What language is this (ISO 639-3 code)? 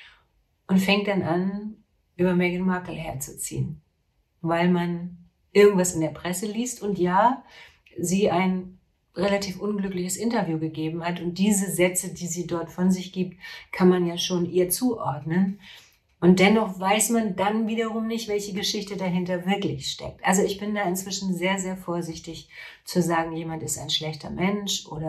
deu